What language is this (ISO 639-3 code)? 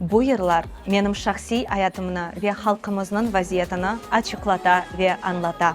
crh